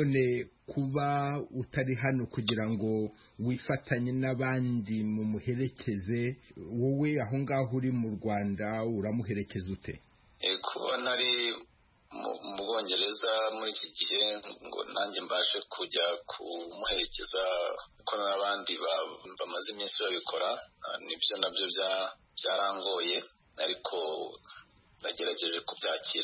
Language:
Kinyarwanda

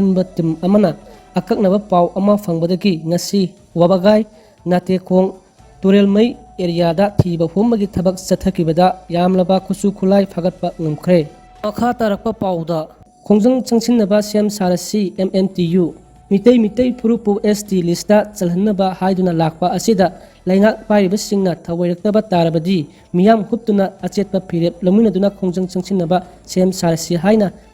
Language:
Manipuri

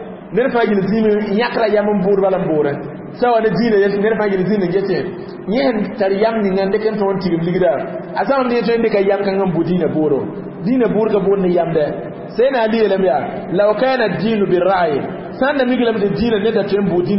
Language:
Mossi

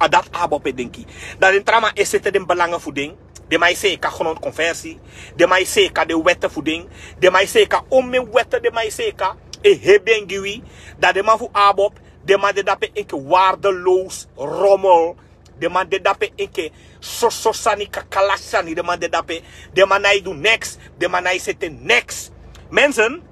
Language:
Sranan Tongo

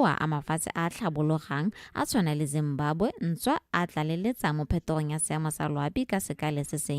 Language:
Tswana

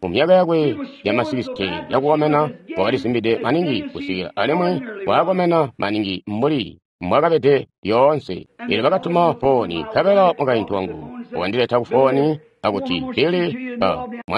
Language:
Tonga (Zambia)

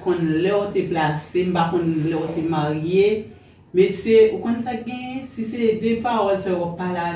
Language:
Haitian Creole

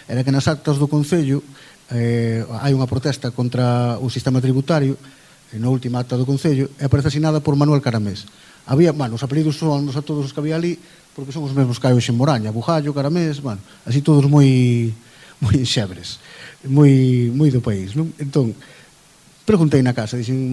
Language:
Galician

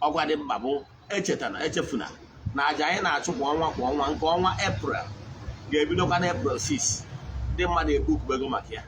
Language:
Igbo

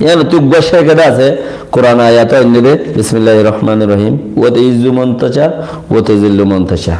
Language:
Rohingya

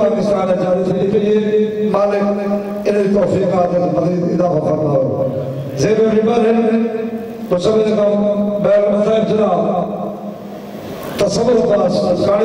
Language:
Urdu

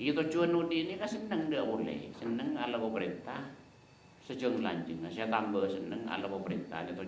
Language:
Madurese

